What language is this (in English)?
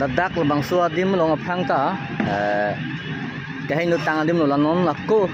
Karbi